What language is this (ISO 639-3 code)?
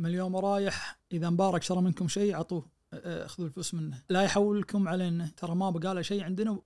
ars